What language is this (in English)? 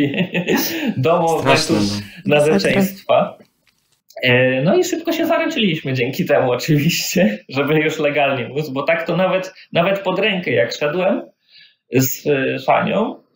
Polish